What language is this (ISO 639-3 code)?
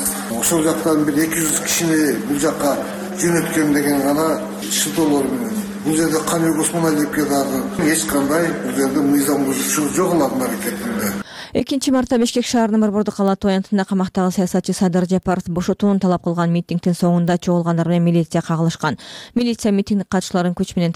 kir